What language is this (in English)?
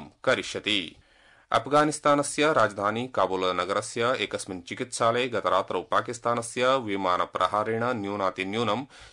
Sanskrit